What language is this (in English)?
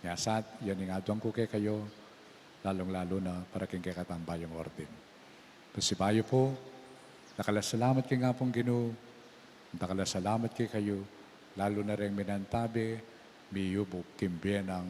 Pampanga